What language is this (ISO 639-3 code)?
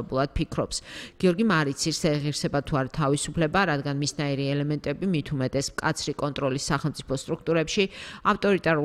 kat